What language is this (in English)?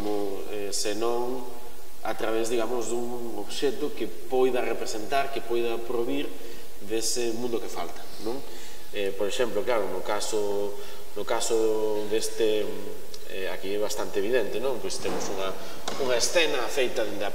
Galician